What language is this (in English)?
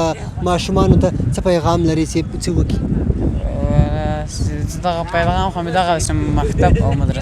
Pashto